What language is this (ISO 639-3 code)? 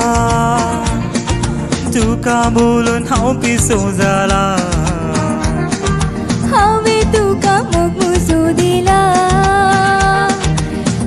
kok